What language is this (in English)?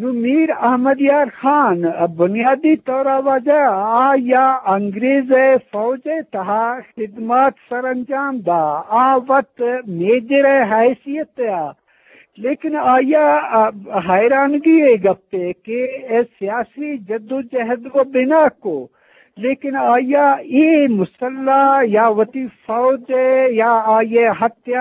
Eastern Balochi